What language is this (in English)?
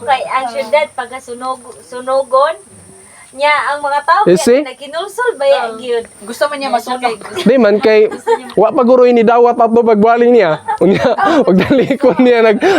Cebuano